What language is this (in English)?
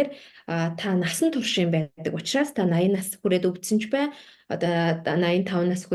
Mongolian